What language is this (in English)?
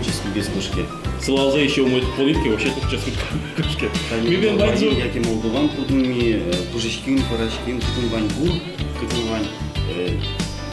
Udmurt